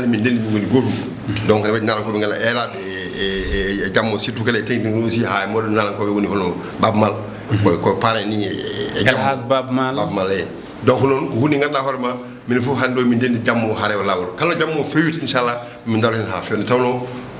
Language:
Fula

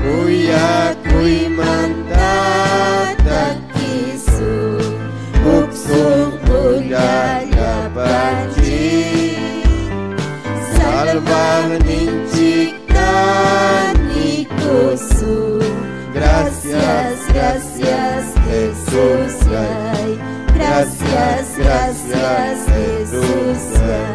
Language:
Ayacucho Quechua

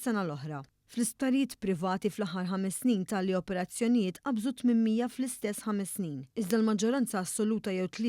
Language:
Maltese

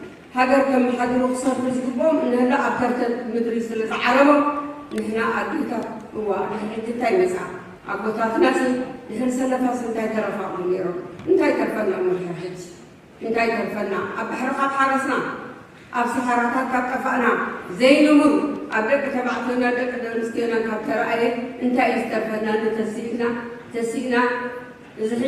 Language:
Tigrinya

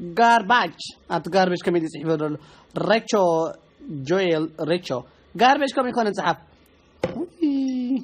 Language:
Tigrinya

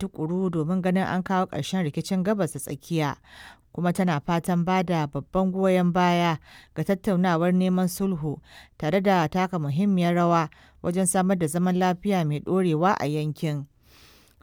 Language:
Hausa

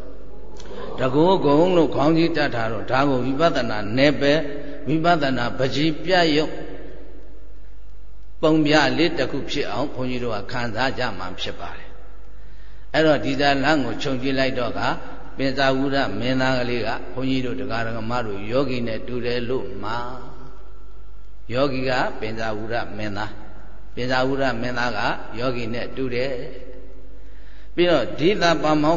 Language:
Burmese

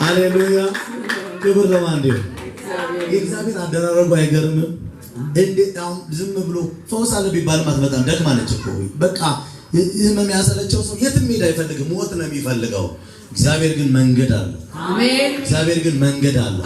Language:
Amharic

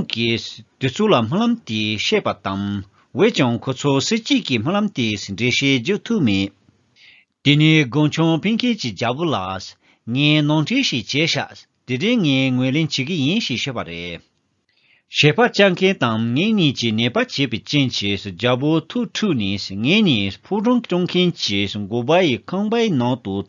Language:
Tibetan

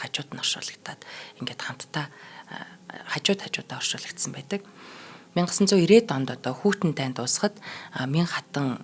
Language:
Mongolian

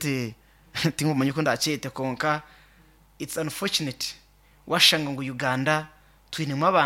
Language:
Nyankole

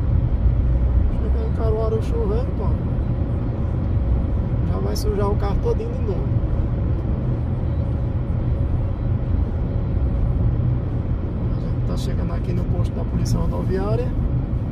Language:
Portuguese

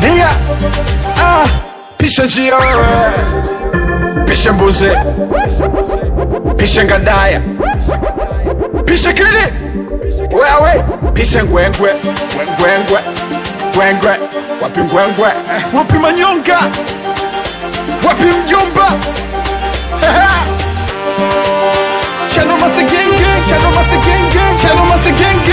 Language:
Swahili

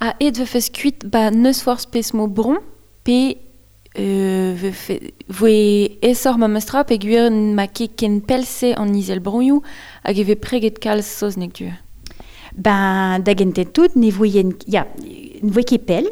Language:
Breton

